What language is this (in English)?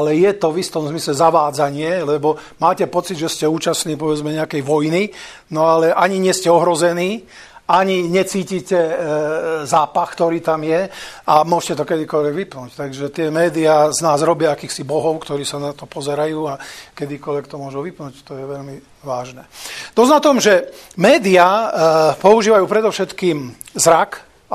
Slovak